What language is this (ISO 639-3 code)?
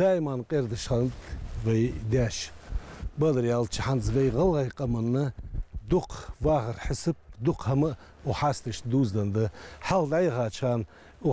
inh